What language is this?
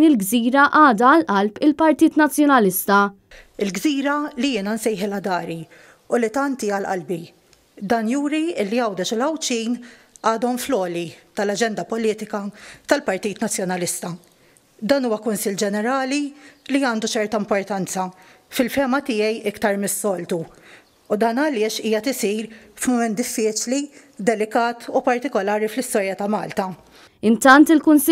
Maltese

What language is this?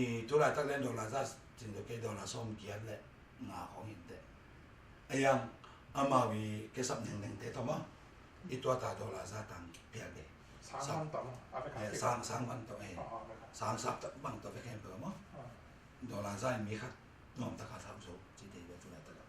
Tedim Chin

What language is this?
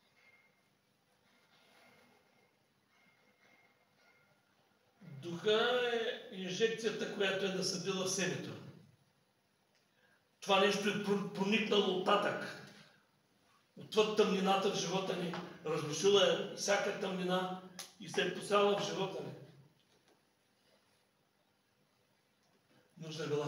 Bulgarian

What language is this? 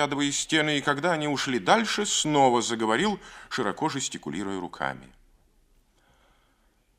Russian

